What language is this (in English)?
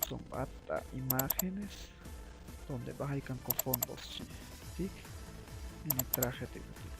Chuj